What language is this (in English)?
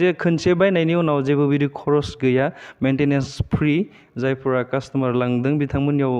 Bodo